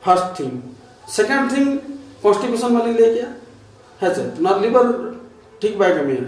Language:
Santali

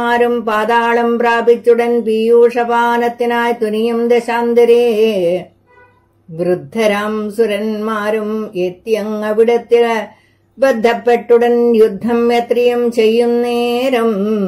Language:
Malayalam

